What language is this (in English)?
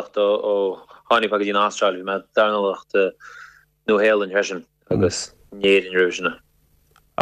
Irish